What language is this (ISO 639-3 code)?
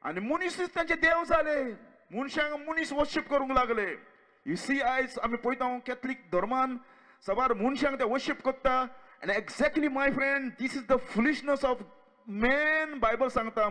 kok